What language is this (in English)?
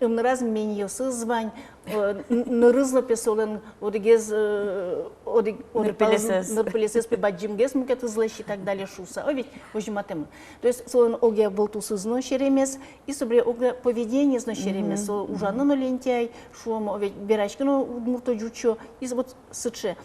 Udmurt